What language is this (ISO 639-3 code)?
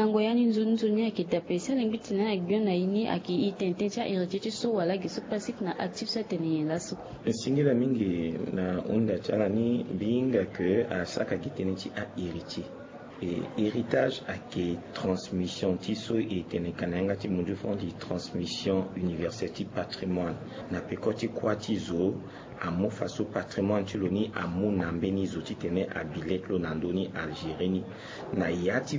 sag